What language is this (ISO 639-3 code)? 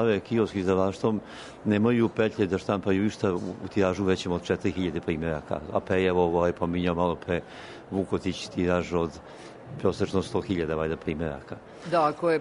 srp